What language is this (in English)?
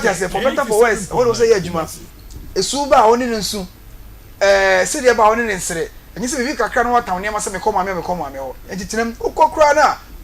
Akan